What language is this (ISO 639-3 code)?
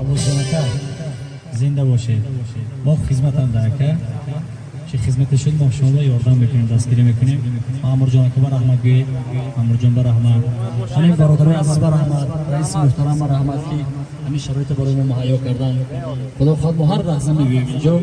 tgk